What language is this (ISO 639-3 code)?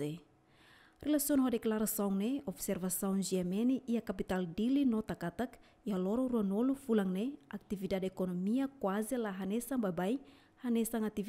tet